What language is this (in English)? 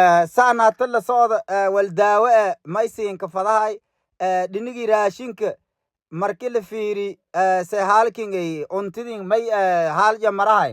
Somali